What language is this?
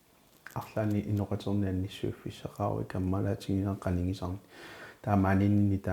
Kalaallisut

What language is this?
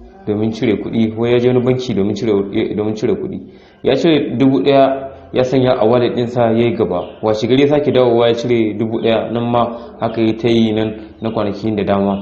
Hausa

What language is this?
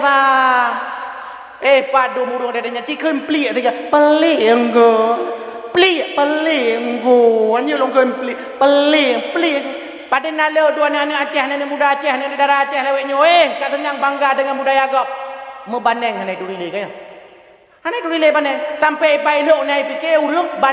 Achinese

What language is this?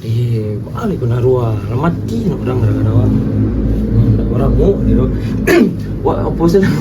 Minangkabau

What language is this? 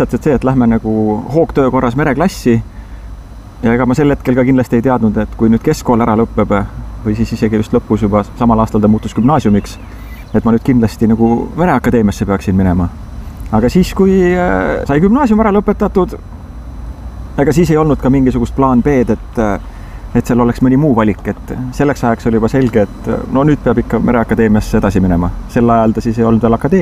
Estonian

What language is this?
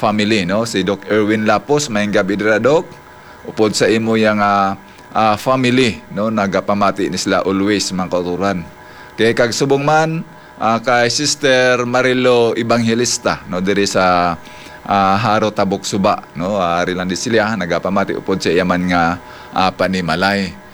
Hiligaynon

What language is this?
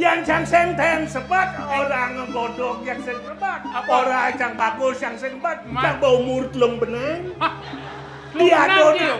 Balinese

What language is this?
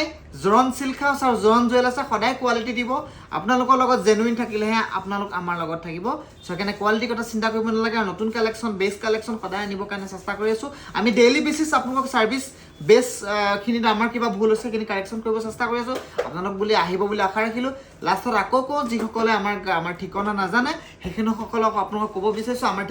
Assamese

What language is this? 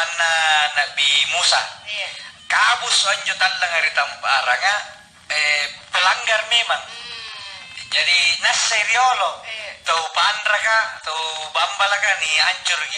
Makasar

